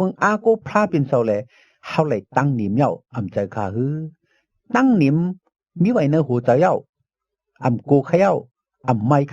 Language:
Shan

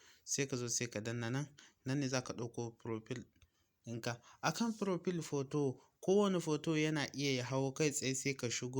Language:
Hausa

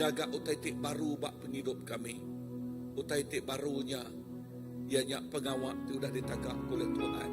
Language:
Iban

